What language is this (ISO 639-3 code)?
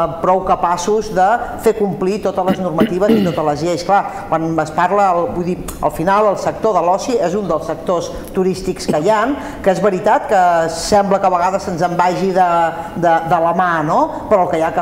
cat